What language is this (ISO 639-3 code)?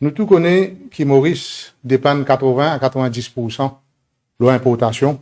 mfe